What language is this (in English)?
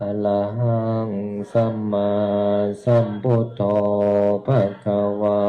Pali